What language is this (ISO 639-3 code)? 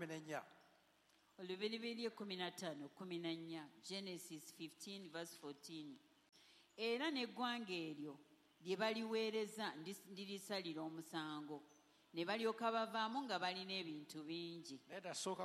lug